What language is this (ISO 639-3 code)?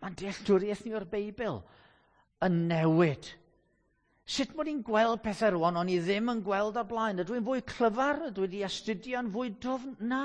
cym